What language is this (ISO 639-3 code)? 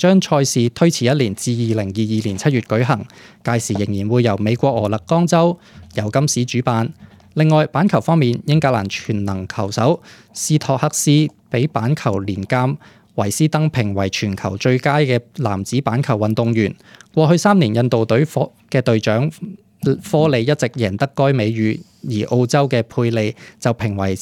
yue